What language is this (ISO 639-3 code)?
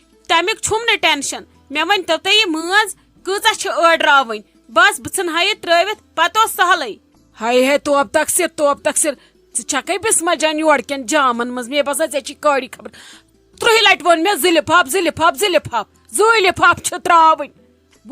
kas